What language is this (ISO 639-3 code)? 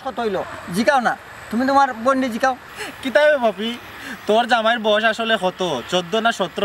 syl